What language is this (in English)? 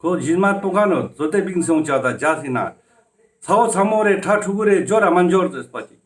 Ladakhi